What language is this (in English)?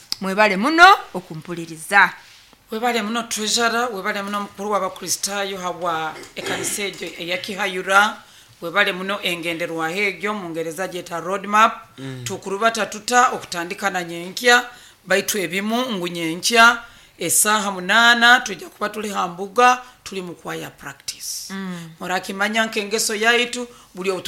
Nyoro